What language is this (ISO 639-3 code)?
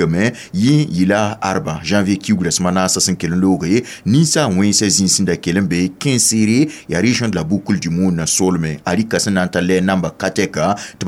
mos